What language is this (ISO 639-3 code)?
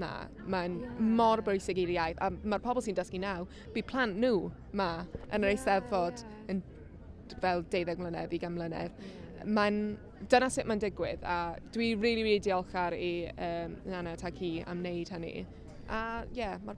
cym